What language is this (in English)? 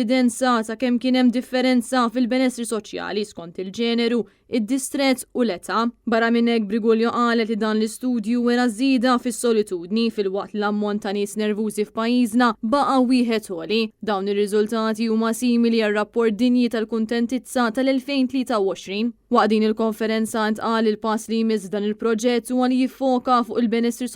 Maltese